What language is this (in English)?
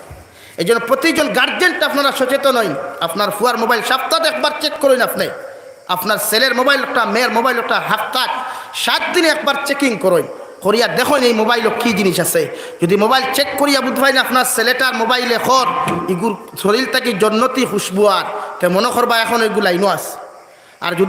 Sylheti